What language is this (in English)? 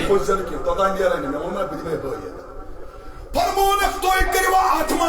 Kashmiri